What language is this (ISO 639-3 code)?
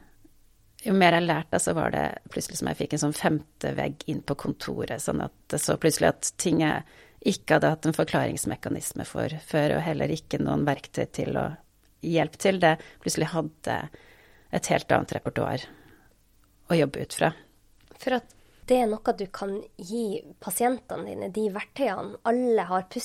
nor